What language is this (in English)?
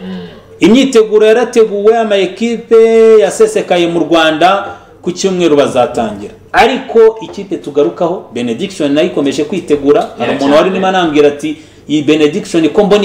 Kinyarwanda